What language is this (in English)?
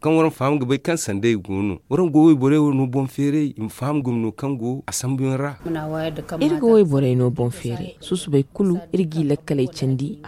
Zarma